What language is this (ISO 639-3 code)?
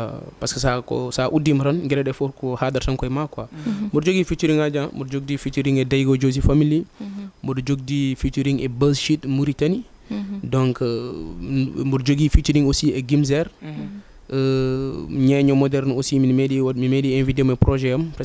ful